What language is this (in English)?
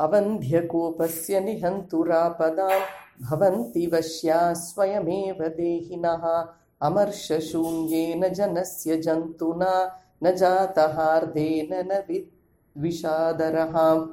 Sanskrit